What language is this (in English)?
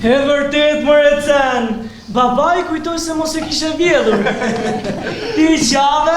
Albanian